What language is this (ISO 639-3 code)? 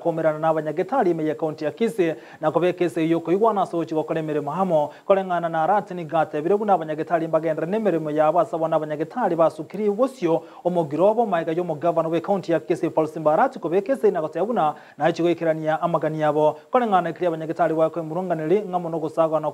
guz